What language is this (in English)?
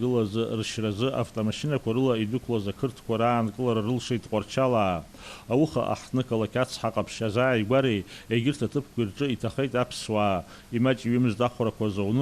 Abkhazian